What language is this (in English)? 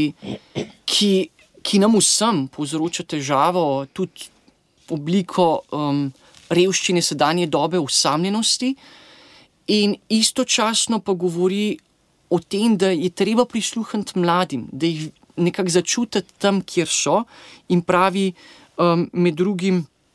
Slovenian